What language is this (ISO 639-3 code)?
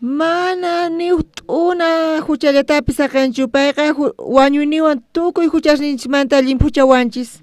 quh